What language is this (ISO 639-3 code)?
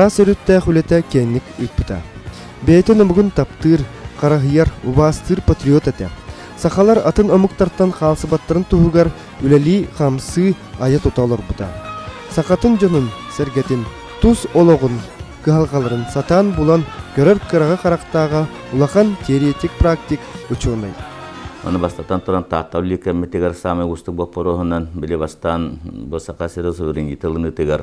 sah